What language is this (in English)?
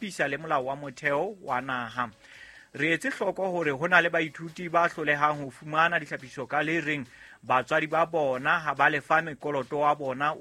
Southern Sotho